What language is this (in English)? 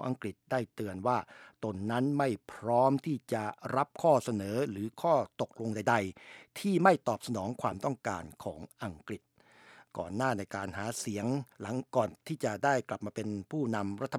Thai